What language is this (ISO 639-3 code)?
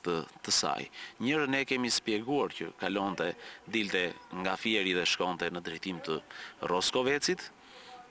sqi